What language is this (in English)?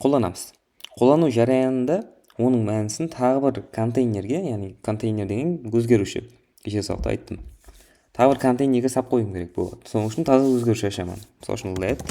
Kara-Kalpak